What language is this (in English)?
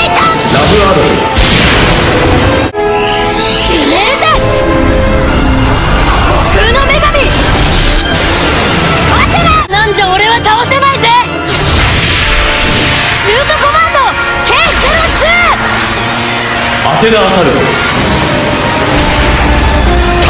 Japanese